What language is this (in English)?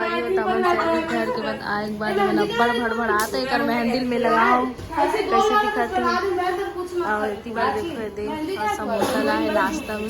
Chhattisgarhi